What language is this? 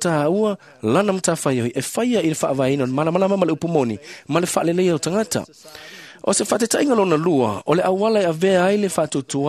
Samoan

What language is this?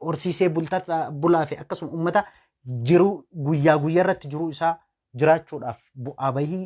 Oromo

